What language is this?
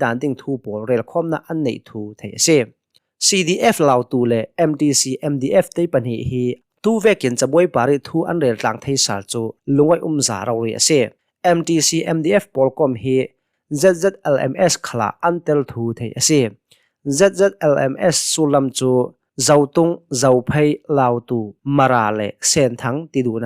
Hakha Chin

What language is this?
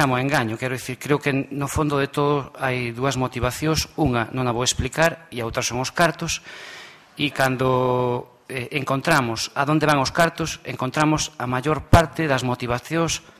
Galician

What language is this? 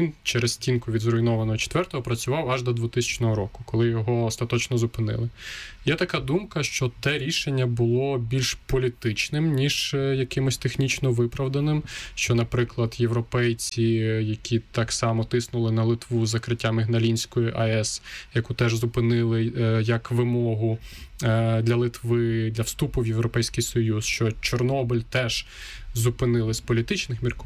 Ukrainian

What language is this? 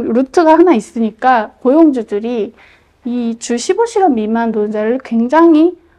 Korean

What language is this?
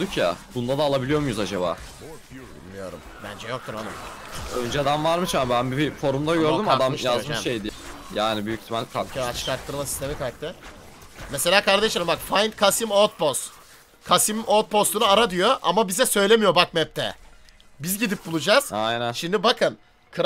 Turkish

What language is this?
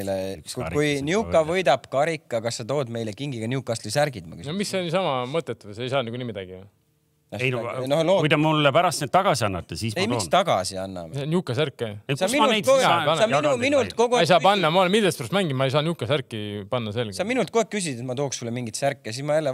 Estonian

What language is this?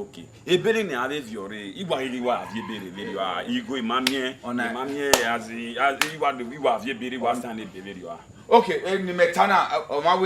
Bini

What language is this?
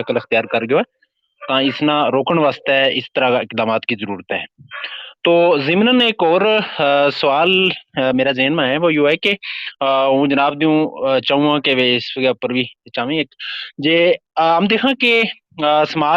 Gujari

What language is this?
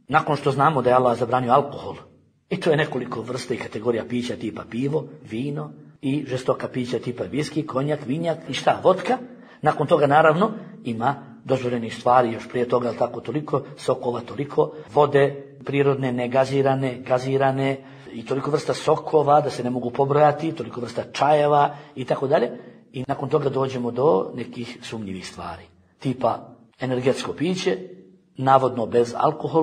Bosnian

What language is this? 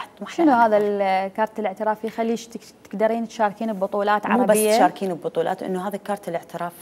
Mesopotamian Arabic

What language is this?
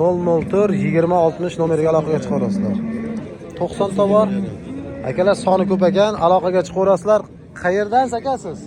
Uzbek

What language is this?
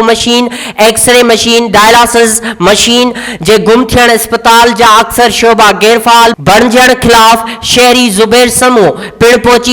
Sindhi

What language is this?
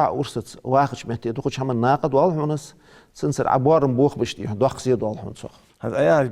Ingush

